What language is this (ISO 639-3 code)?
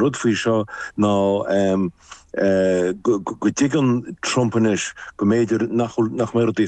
gle